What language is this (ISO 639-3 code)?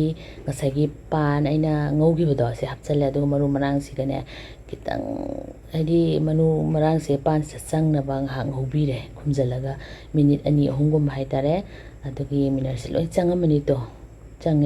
mni